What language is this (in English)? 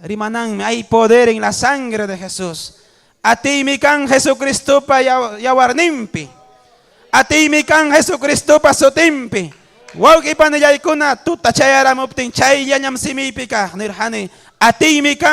Ayacucho Quechua